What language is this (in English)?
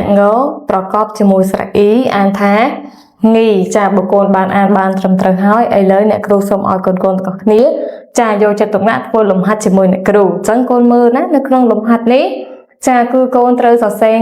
Khmer